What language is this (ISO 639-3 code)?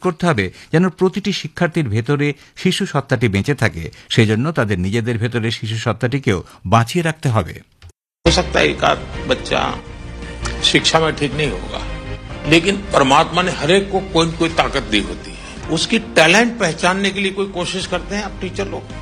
ben